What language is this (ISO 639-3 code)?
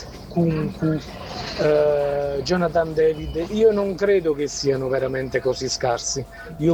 ita